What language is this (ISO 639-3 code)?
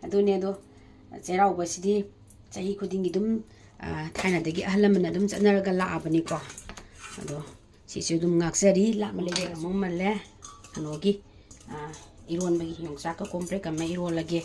mni